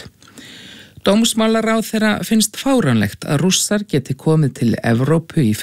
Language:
Icelandic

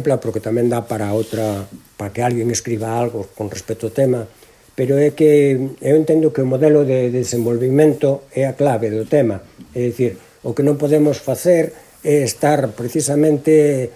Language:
Galician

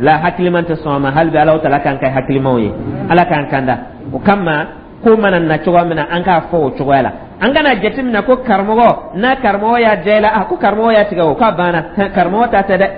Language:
Dyula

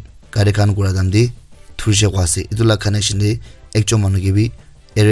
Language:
Naga Pidgin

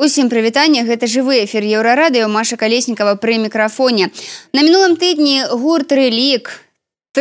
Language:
Belarusian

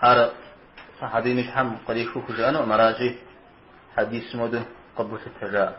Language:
Kabardian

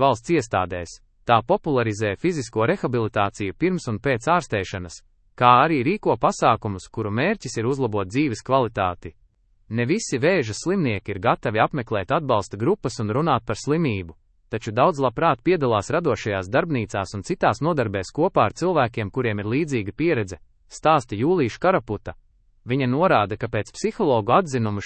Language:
Latvian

